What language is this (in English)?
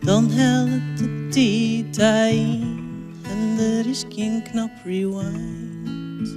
Western Frisian